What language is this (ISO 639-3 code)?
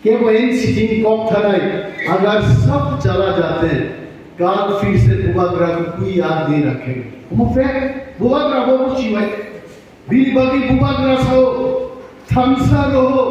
trp